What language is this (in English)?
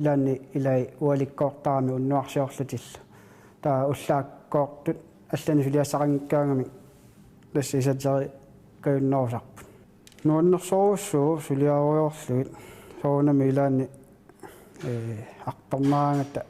Kalaallisut